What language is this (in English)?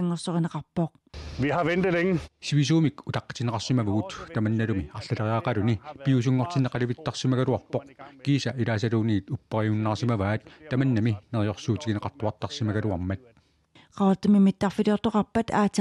Kalaallisut